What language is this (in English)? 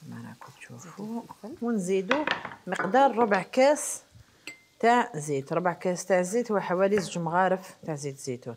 Algerian Arabic